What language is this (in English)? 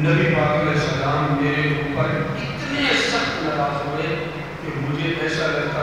Urdu